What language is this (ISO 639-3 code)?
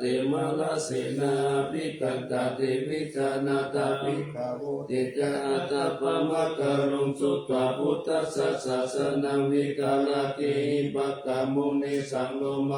pli